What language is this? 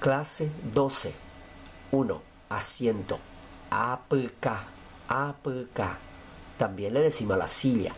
Guarani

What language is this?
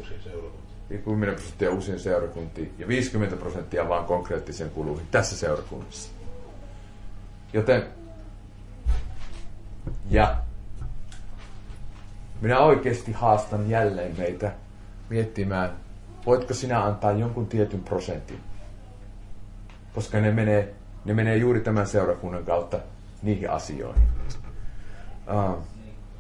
Finnish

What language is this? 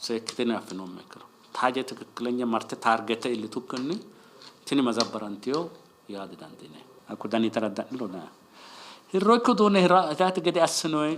Sidamo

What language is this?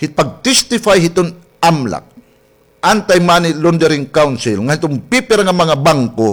Waray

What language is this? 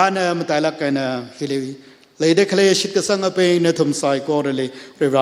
Tangkhul Naga (India)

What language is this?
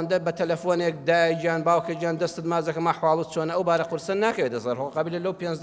Central Kurdish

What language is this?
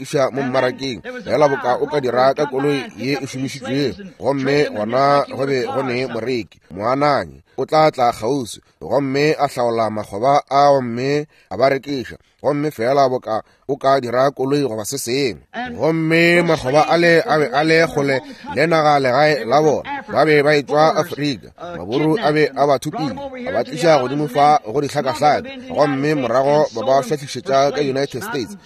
Northern Sotho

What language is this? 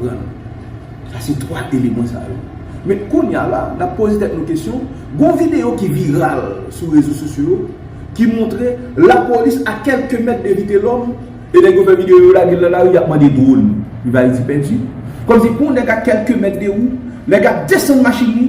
Haitian Creole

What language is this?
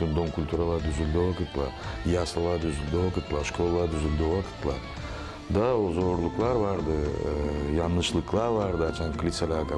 Gagauz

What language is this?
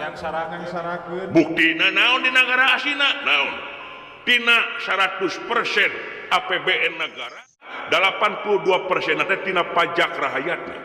Sundanese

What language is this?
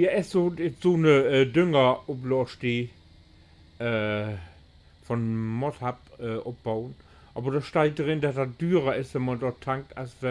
Low German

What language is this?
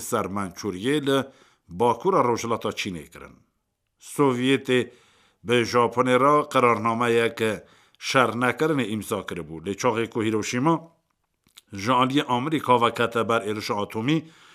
Kurdish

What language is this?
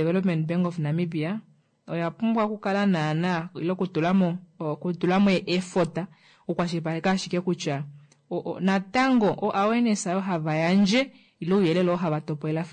Kuanyama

